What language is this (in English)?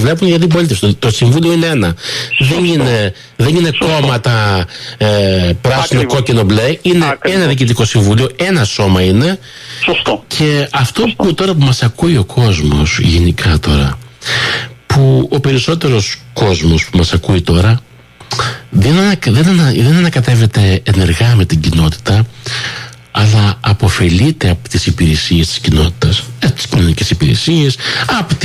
Greek